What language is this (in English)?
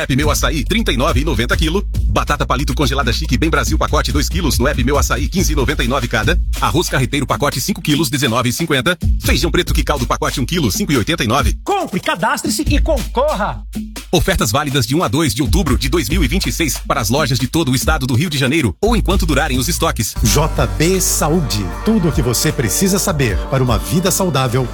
Portuguese